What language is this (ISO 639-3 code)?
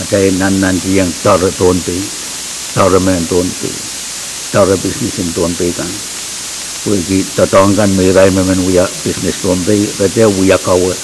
pon